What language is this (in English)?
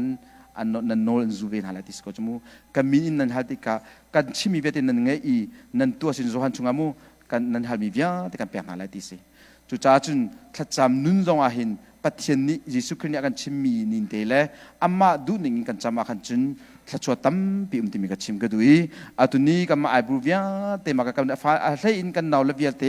Hakha Chin